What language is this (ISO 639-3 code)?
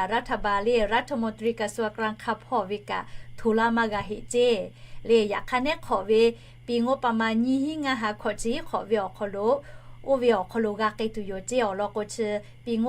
lhu